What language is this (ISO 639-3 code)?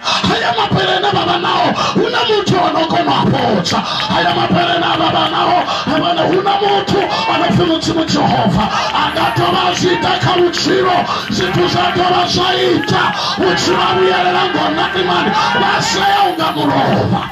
ven